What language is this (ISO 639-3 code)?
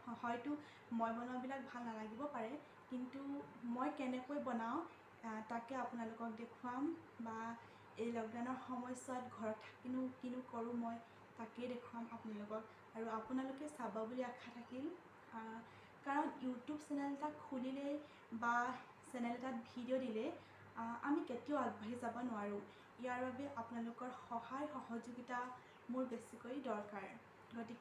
asm